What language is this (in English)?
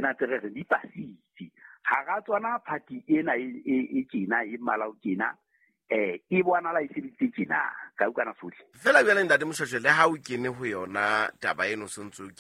Southern Sotho